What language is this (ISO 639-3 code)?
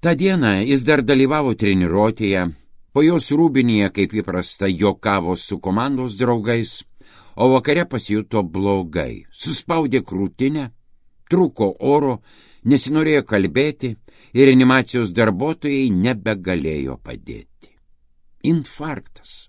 lit